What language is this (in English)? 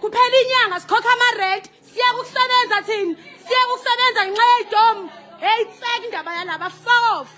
Zulu